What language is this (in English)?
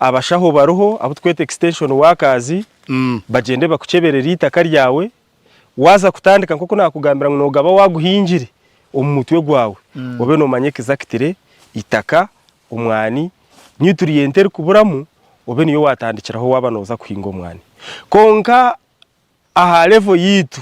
Nyankole